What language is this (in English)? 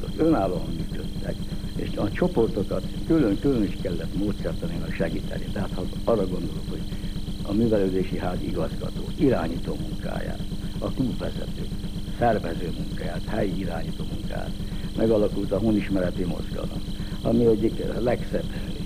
Hungarian